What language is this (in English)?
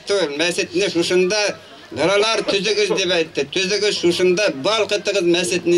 Bashkir